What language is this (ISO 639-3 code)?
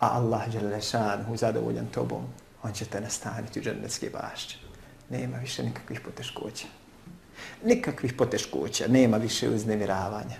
bos